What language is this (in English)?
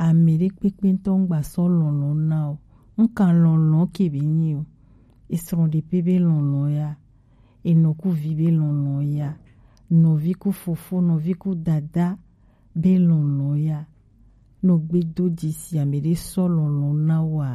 Gen